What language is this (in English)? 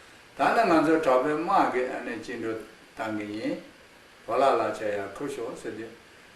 Khams Tibetan